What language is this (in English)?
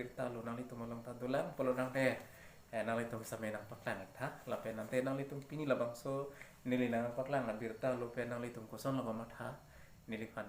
Karbi